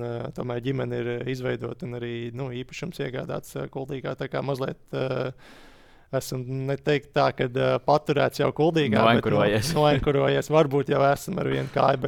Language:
Latvian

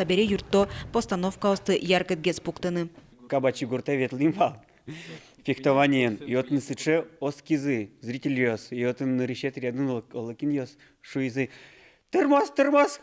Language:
Udmurt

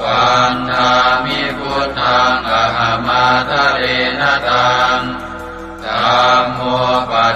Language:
Pali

